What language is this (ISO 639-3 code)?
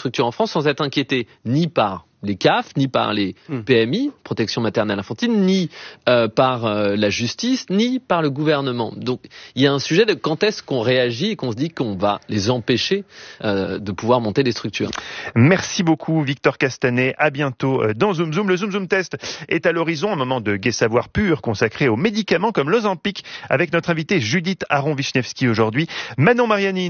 fra